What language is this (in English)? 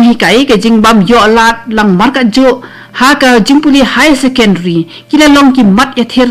Khasi